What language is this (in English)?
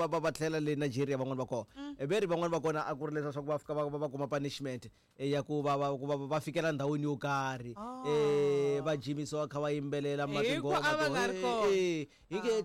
Tsonga